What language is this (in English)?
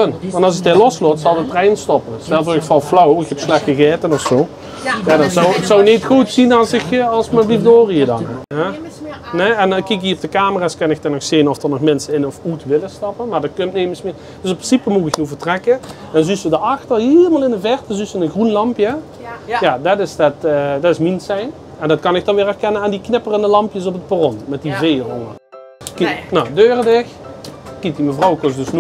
Limburgish